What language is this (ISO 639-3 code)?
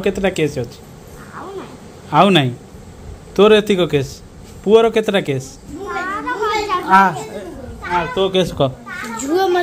ori